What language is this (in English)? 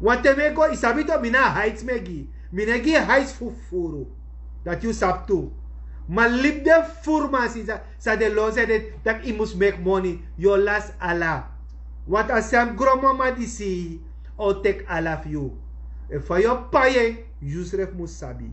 Sranan Tongo